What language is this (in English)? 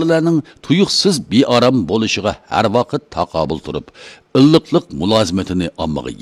Uyghur